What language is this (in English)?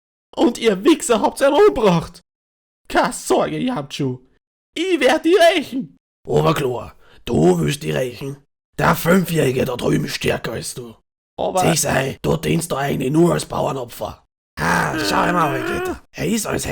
Bavarian